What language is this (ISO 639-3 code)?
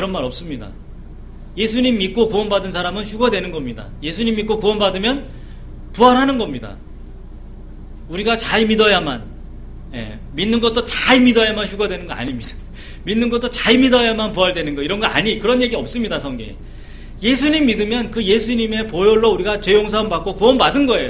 kor